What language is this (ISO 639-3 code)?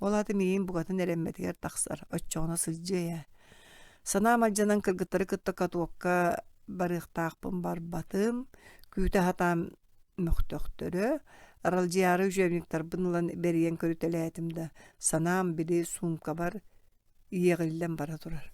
sah